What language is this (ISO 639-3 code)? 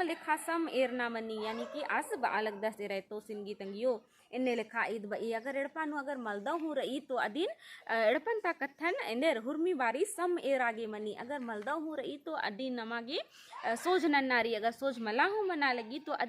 kru